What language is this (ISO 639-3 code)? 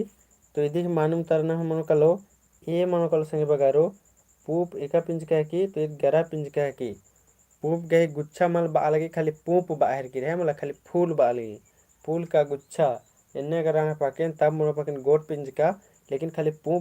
kru